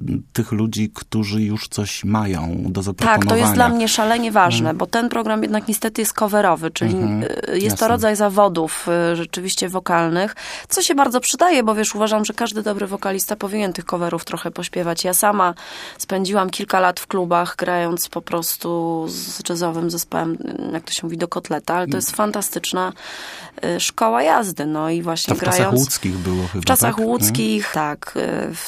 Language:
Polish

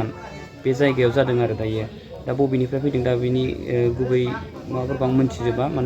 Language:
Bodo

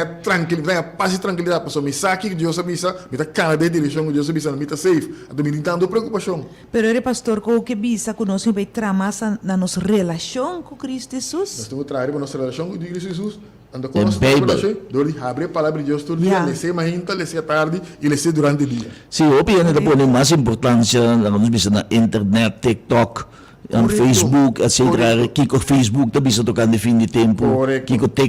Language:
Papiamento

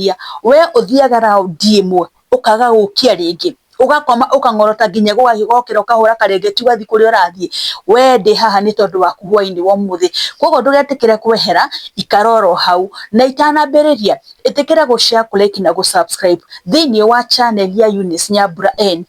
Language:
Kikuyu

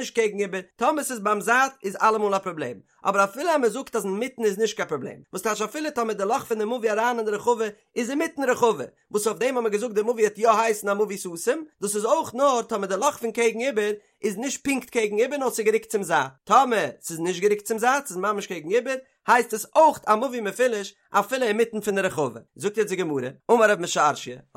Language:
Yiddish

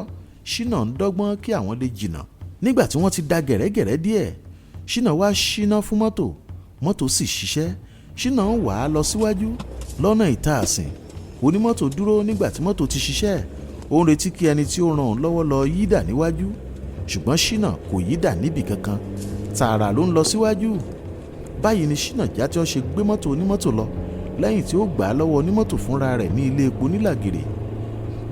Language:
Yoruba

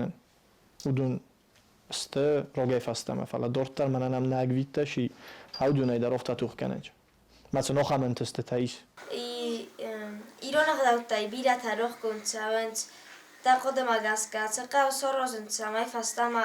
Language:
Ossetic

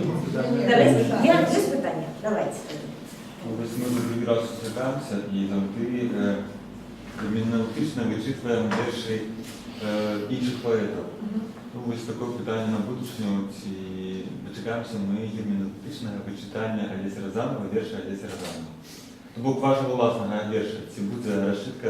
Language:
Belarusian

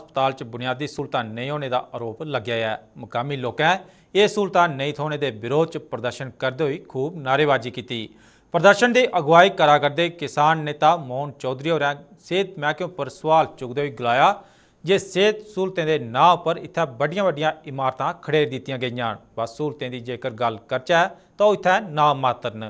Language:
Dogri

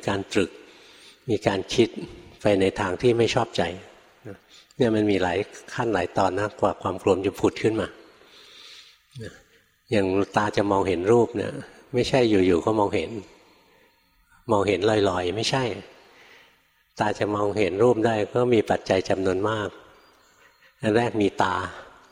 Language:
Thai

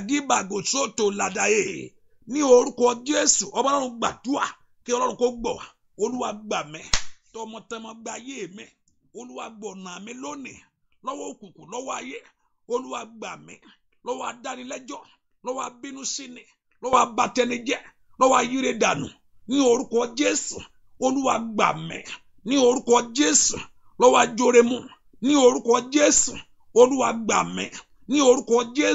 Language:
Yoruba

